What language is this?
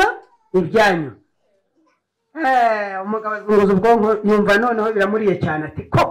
Kinyarwanda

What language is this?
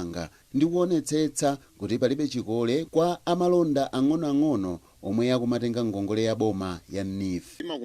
Nyanja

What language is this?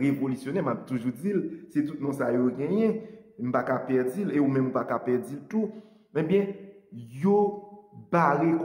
Haitian Creole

